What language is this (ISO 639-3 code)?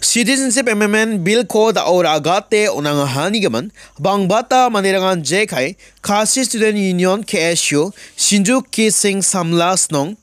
grt